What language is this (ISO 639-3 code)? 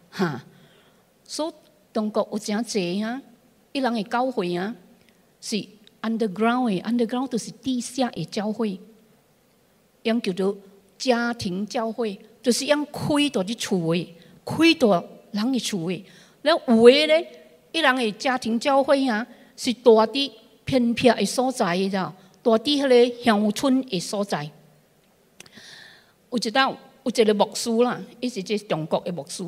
nan